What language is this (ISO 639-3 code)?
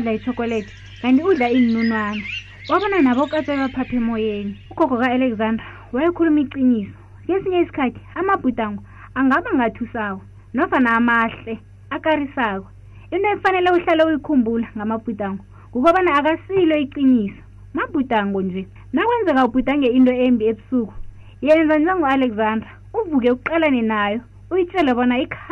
nbl